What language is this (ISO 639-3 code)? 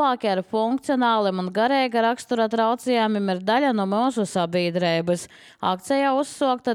lav